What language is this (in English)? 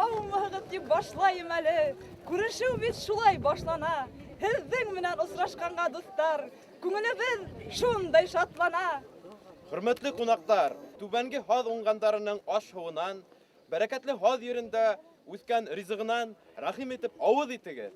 Bashkir